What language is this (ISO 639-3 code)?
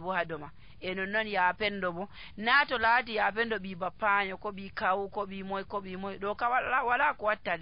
fuv